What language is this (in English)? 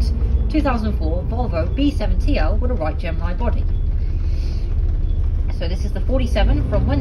English